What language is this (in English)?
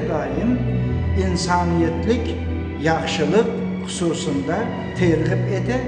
Crimean Tatar